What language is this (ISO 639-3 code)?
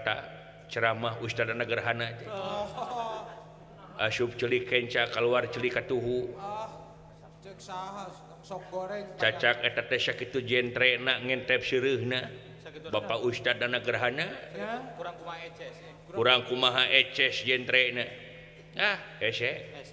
sun